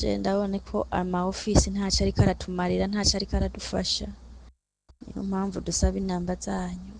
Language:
Rundi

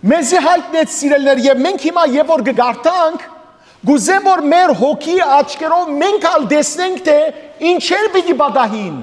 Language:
Western Armenian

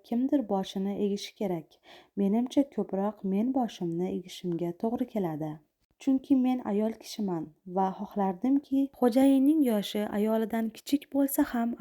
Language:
Uzbek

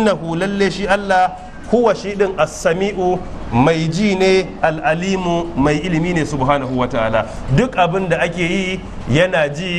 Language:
Hausa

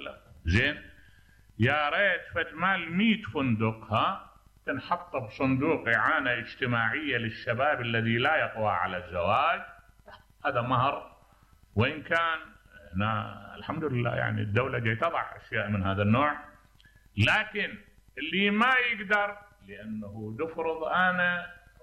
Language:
Mesopotamian Arabic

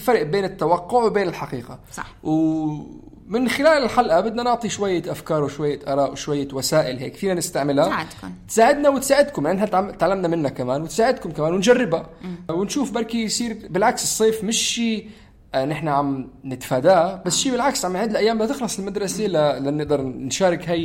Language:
North Levantine Arabic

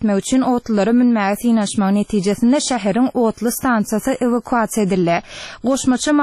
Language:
Turkmen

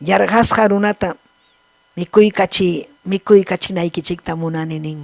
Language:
Ayacucho Quechua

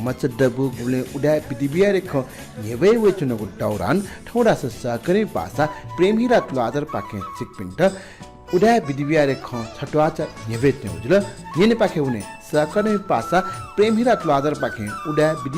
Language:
Newari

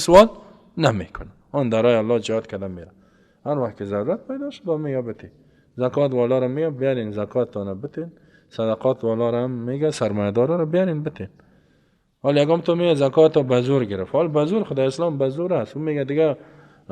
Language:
Persian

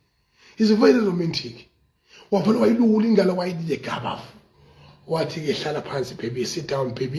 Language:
Zulu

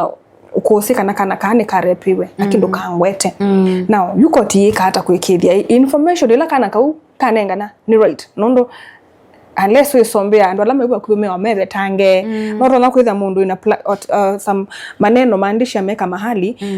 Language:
Kamba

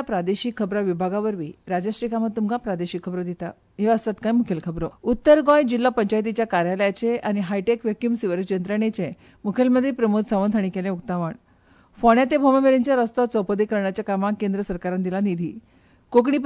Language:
Konkani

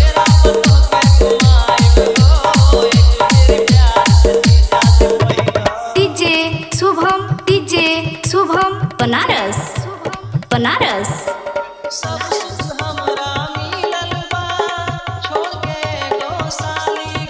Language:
Bhojpuri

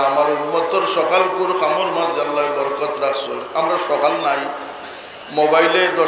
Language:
Sylheti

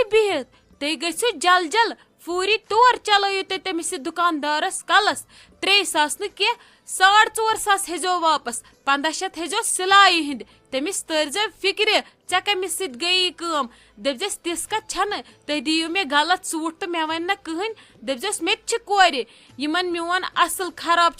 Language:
Kashmiri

